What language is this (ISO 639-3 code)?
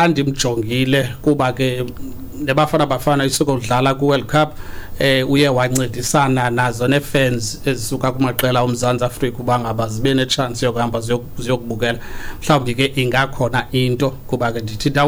xho